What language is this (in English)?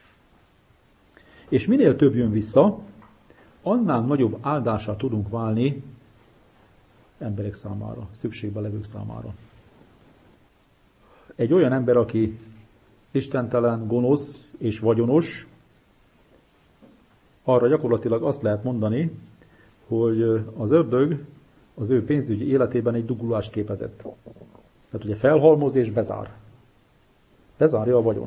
Hungarian